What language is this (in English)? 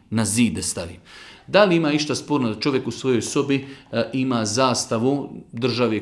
Bosnian